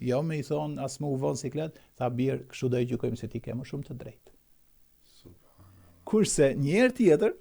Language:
Albanian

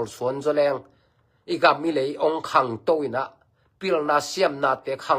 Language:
Tedim Chin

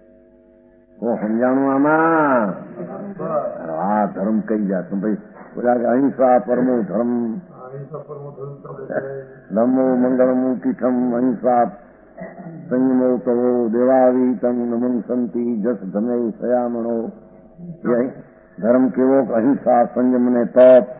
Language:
Gujarati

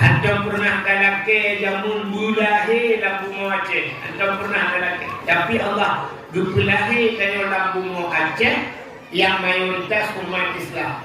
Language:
Achinese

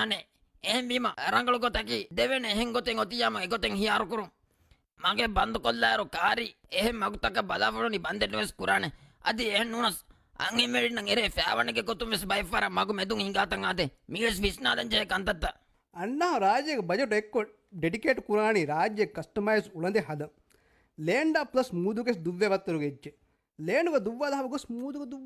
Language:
Divehi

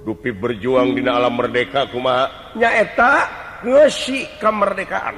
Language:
Sundanese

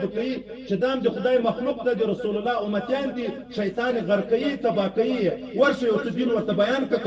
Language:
Pashto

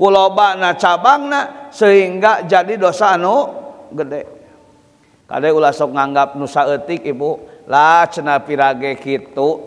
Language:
Sundanese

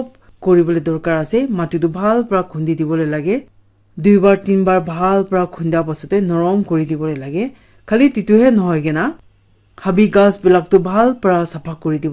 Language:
Naga Pidgin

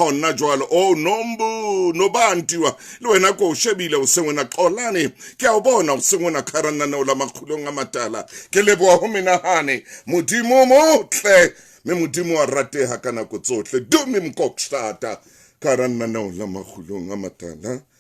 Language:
Southern Sotho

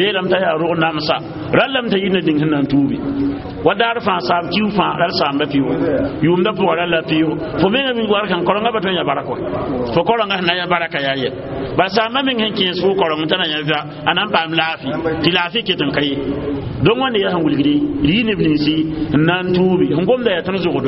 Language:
Mossi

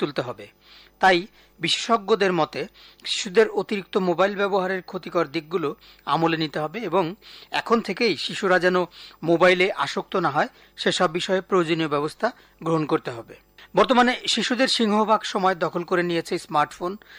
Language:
Bangla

